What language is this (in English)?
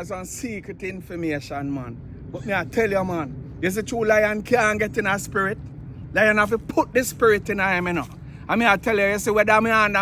Jamaican Creole English